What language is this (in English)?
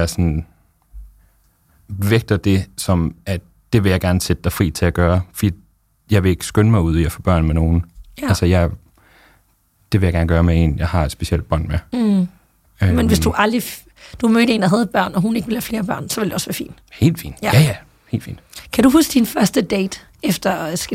Danish